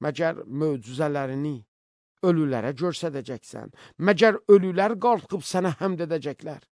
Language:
Azerbaijani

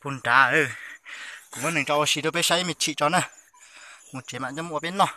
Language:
Hmong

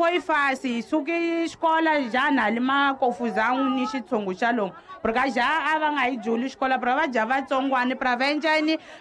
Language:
Tsonga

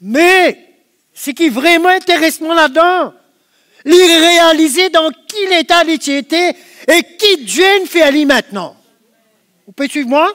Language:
Morisyen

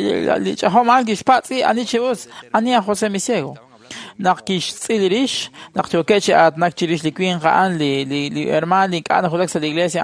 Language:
Kekchí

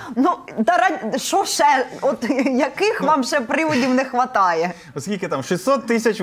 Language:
Ukrainian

